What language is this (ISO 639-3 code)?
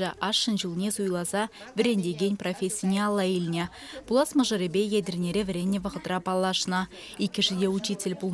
chv